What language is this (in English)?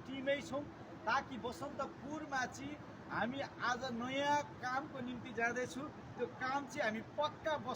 Nepali